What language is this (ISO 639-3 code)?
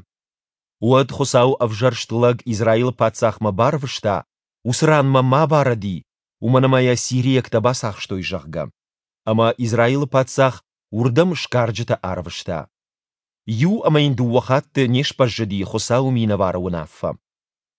oss